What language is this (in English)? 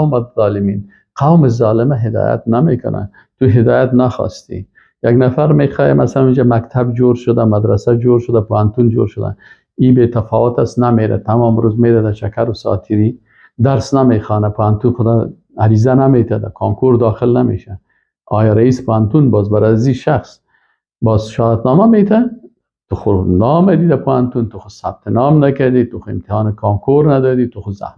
Persian